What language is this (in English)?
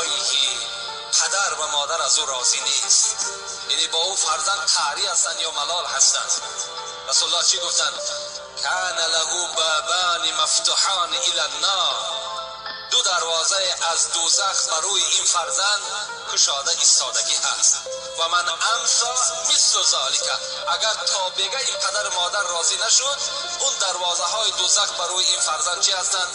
Tajik